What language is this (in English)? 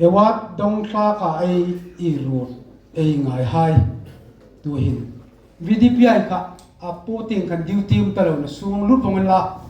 Hmar